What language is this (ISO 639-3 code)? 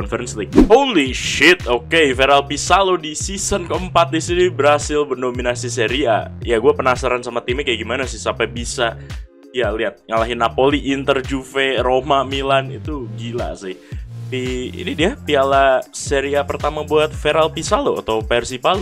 ind